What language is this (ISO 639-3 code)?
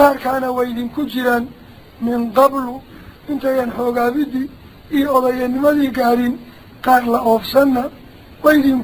som